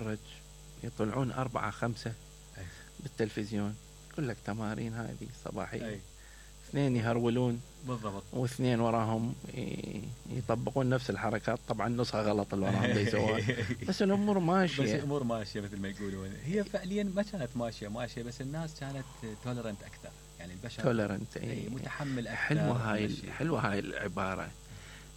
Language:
Mesopotamian Arabic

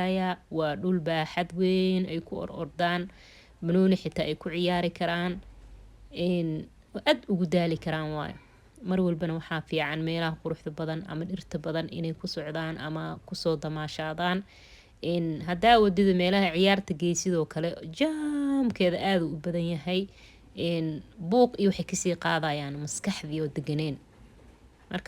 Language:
Somali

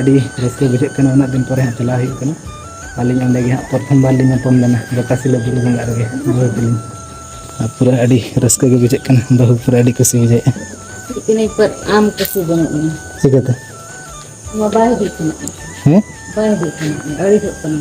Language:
Santali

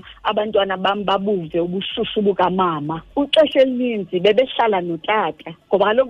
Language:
Xhosa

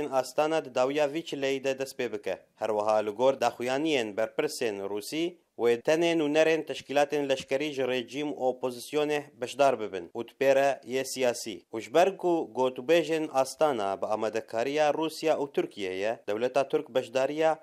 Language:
Kurdish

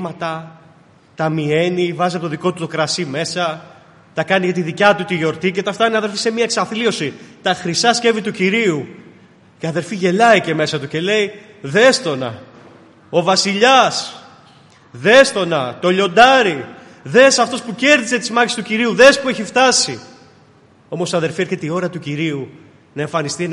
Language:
Greek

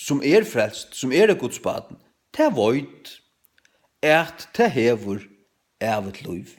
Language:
Faroese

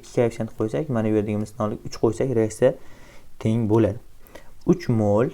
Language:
Uzbek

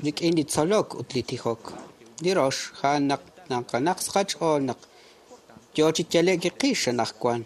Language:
Kekchí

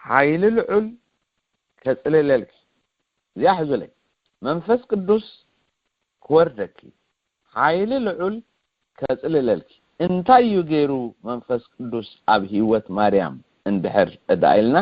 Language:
Tigrinya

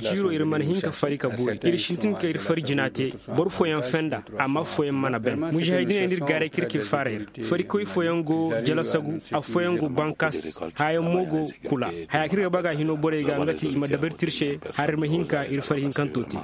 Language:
Koyraboro Senni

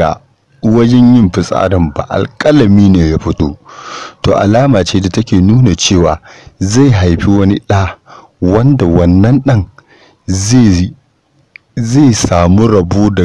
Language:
Hausa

